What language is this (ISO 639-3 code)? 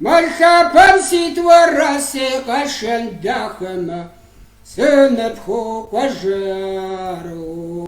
kbd